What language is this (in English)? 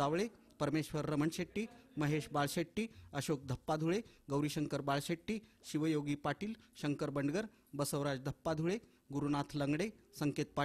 Marathi